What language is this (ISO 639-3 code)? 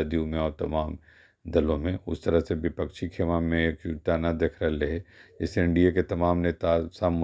mag